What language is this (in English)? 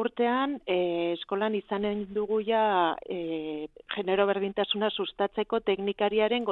Basque